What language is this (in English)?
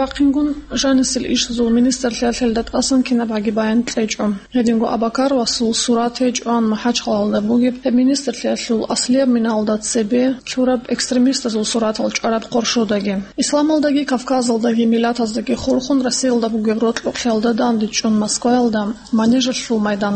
Avaric